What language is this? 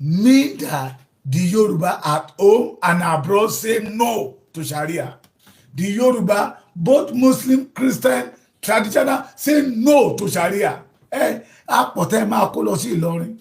Yoruba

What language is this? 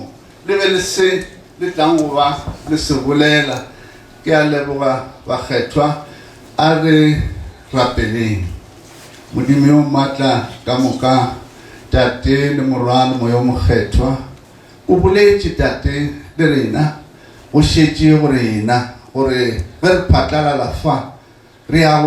Northern Sotho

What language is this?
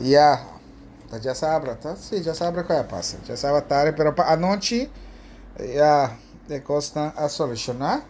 Papiamento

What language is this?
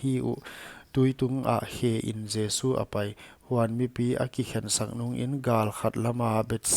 Paite Chin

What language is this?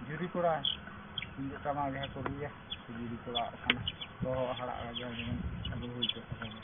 Santali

